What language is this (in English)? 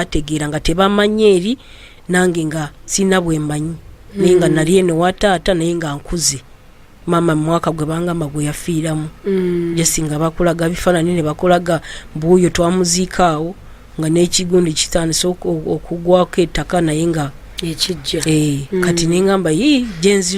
Ganda